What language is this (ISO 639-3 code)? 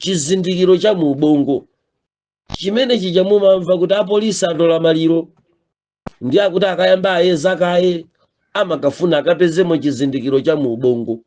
nya